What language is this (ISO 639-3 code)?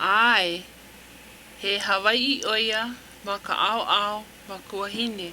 haw